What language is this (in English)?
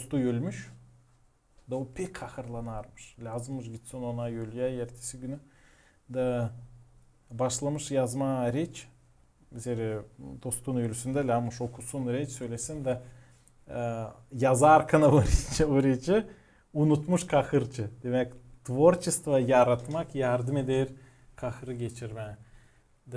Gagauz